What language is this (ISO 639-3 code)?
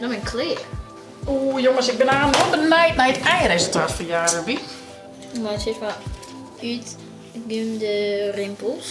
fry